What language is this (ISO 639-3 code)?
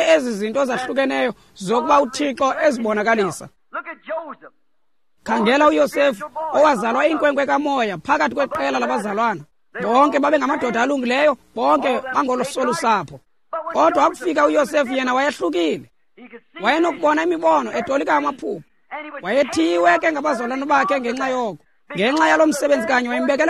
xho